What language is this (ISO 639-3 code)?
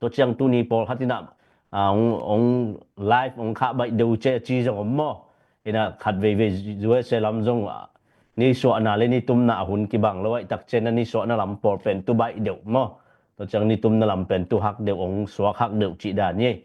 ctd